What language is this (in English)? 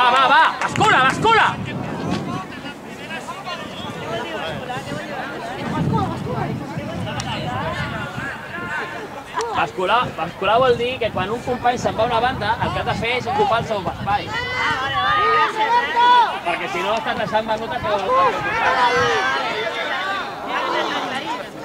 Catalan